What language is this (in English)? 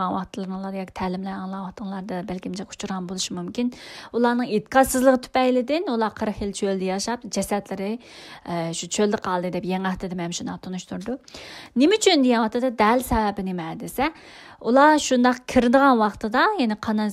Uyghur